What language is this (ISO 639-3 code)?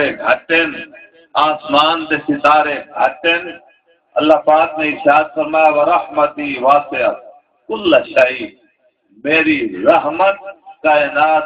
skr